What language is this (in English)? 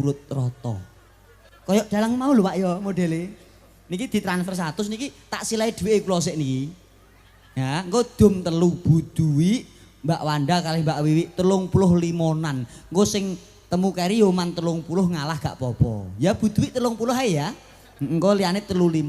Javanese